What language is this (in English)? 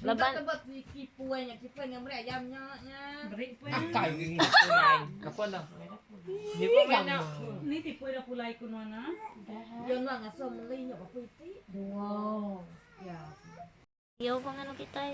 Iban